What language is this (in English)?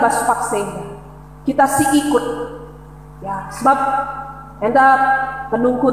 Batak Karo